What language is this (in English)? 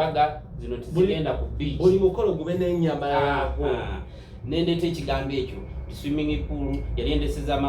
Ganda